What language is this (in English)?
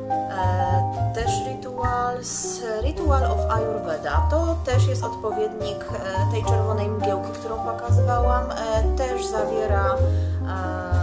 Polish